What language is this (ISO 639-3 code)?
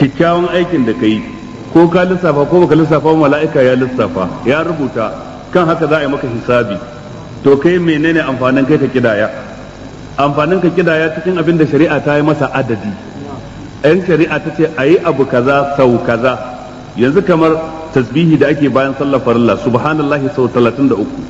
hau